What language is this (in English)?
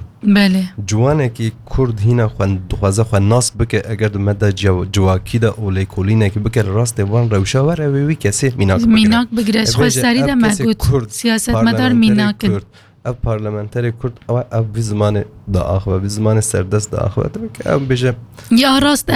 Kurdish